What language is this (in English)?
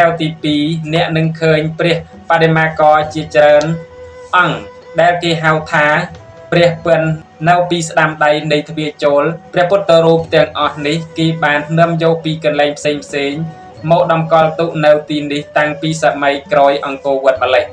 Khmer